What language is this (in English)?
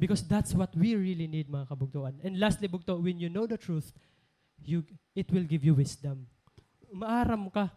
Waray